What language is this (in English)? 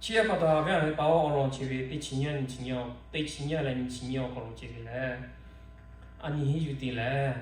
Lahu